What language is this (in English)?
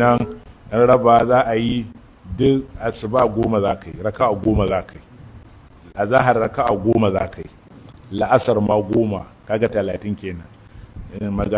Hausa